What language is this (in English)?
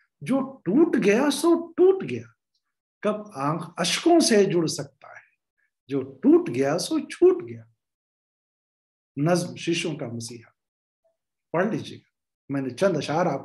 Urdu